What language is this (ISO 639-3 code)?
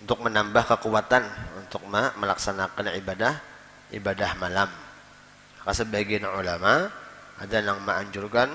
bjn